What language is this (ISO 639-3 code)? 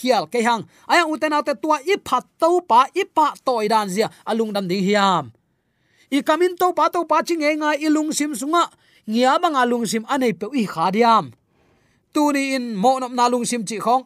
ctd